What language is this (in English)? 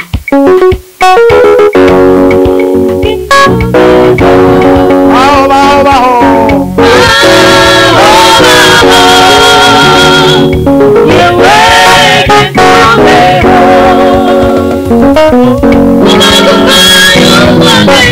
Kinyarwanda